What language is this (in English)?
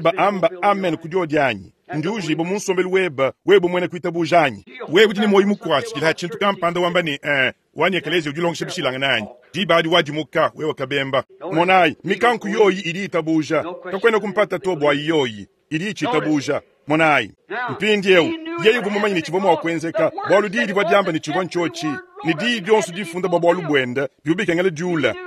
Luba-Lulua